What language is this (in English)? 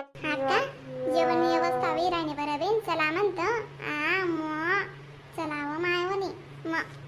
Khandesi